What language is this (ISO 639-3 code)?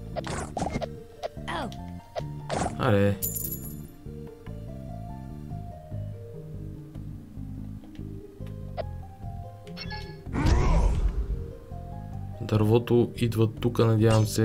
bul